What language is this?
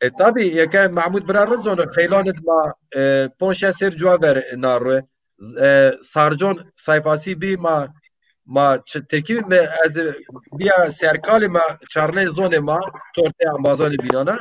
Zaza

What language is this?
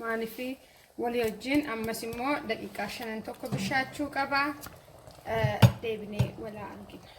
Oromo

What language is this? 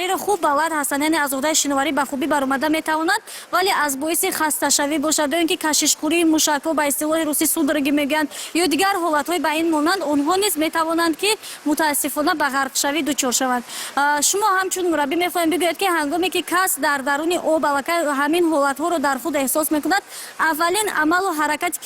Tajik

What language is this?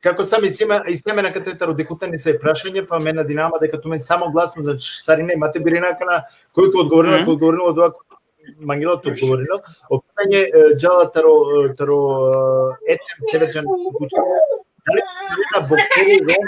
Balkan Romani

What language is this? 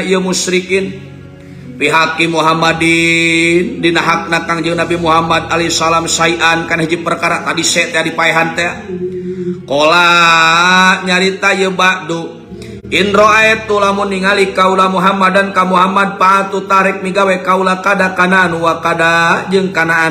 Sundanese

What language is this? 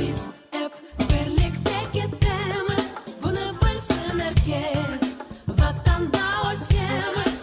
Crimean Tatar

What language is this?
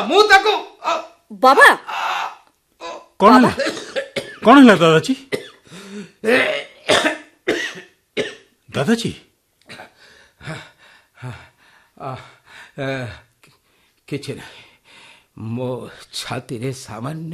Odia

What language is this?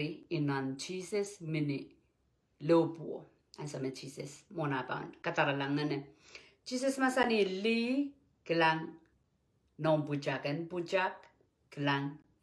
Pohnpeian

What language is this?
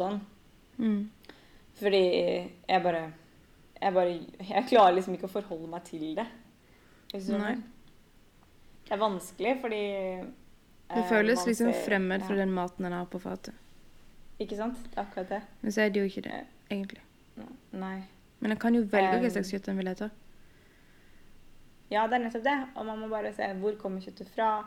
Norwegian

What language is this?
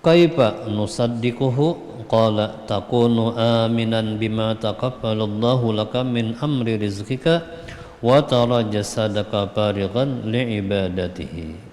Banjar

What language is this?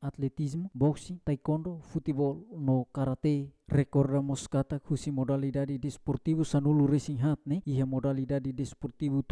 Tetum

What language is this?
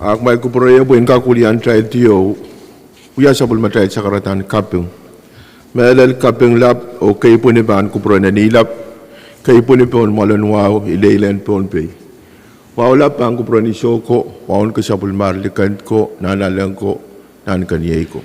Pohnpeian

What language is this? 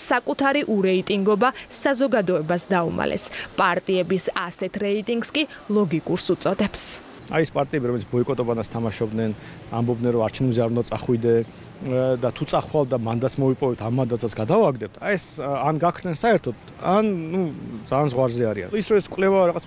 Georgian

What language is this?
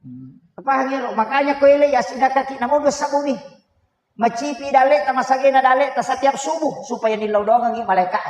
Buginese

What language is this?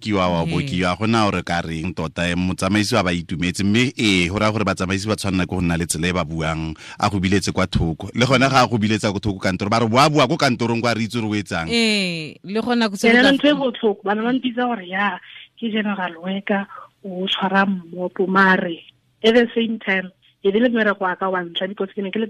Tswana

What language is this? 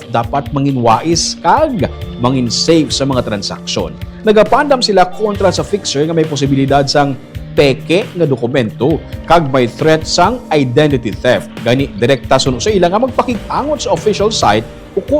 Hiligaynon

